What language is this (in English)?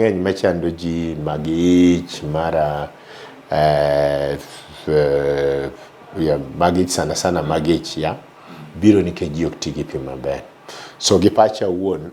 Luo (Kenya and Tanzania)